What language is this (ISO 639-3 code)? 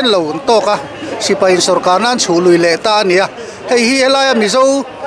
lus